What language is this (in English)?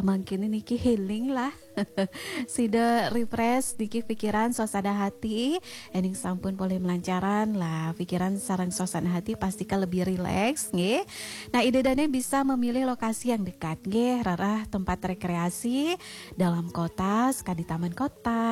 Balinese